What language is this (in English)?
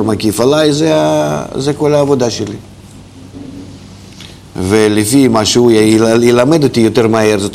Hebrew